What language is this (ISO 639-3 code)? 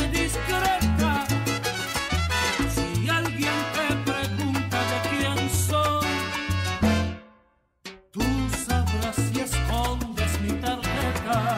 spa